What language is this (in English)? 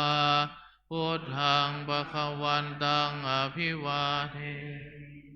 Pali